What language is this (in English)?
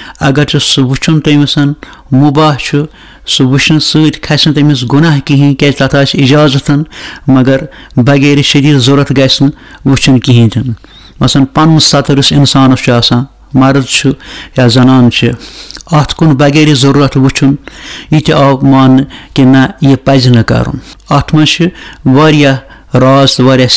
Kashmiri